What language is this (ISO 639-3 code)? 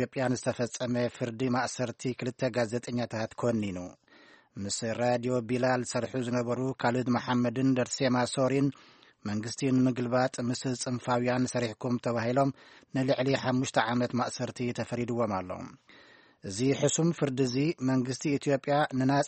tir